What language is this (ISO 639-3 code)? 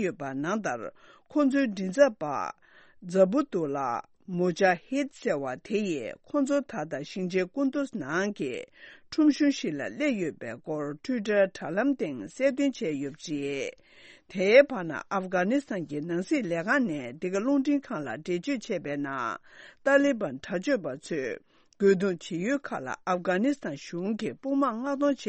bod